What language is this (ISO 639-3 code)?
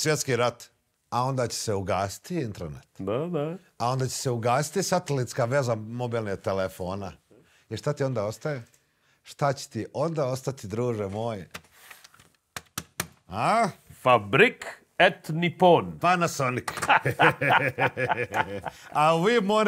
srp